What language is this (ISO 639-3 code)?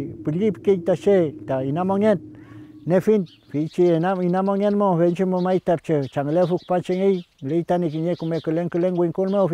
arn